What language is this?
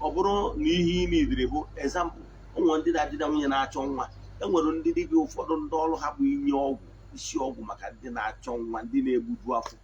Igbo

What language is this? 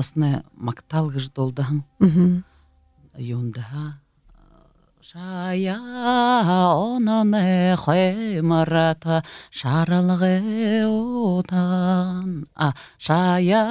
Buriat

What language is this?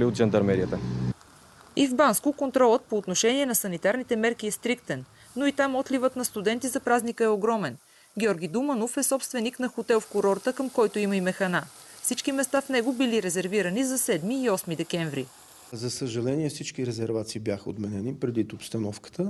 Bulgarian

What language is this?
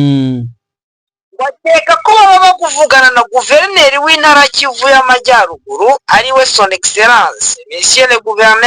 Kinyarwanda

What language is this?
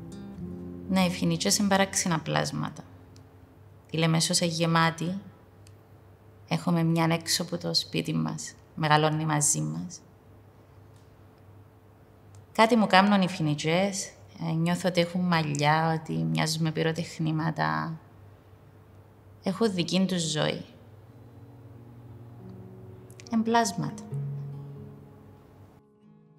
Greek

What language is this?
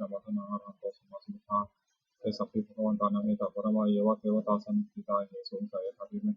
Pali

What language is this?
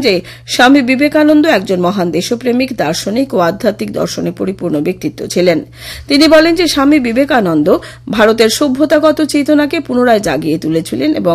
Bangla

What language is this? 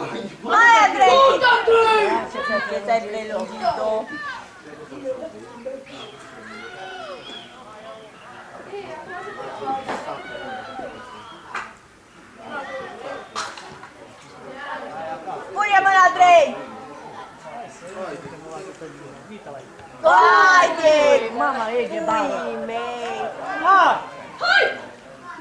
Romanian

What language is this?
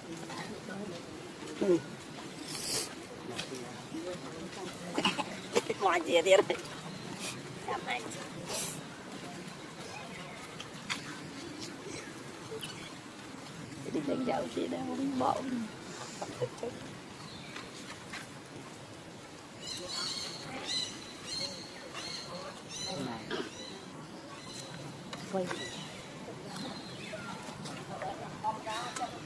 Vietnamese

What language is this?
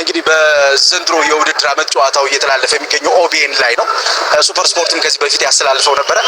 Amharic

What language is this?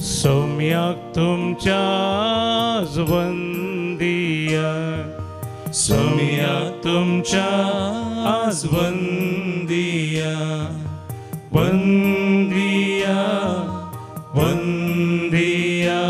Konkani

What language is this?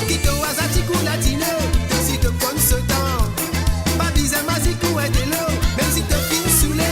Morisyen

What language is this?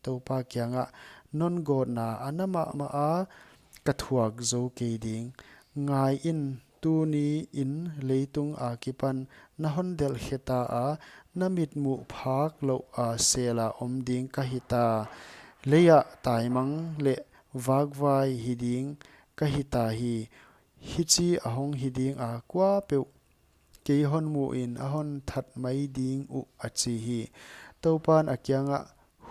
Paite Chin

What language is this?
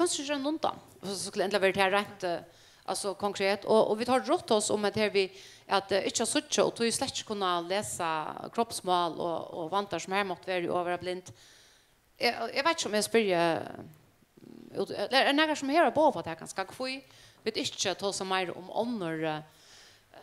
Faroese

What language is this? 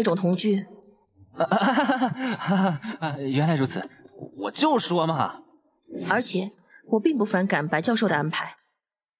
Chinese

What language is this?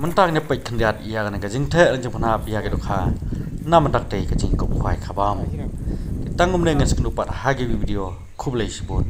Khasi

